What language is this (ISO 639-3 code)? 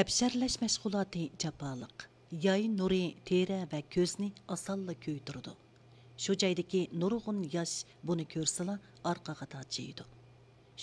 uig